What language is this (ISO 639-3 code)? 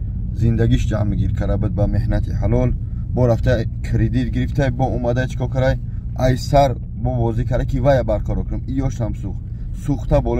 tgk